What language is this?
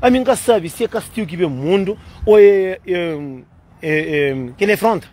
Kabuverdianu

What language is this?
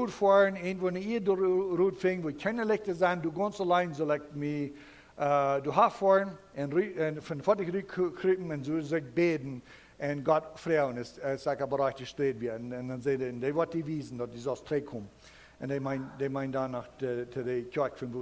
Plautdietsch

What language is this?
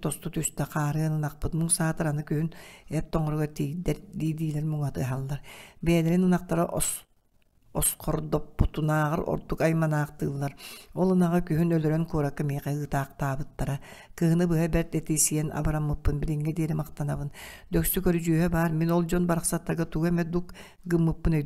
Yakut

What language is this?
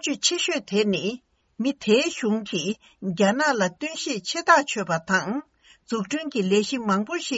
Tibetan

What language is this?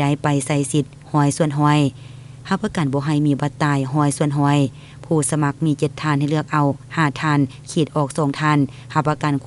Lao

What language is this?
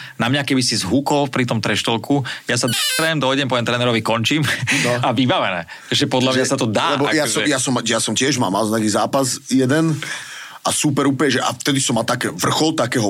Slovak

